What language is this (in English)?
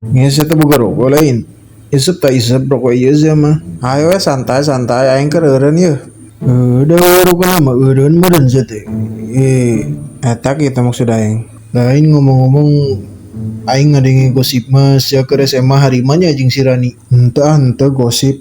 Sundanese